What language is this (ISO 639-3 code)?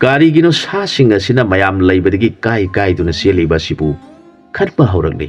mni